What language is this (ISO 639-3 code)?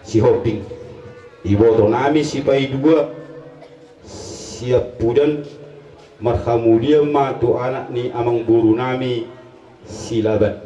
bbc